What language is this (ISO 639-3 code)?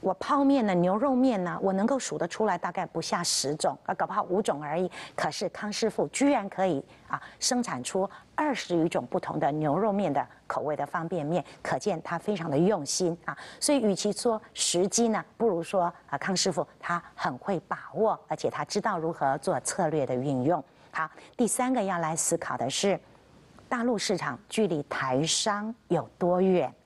zho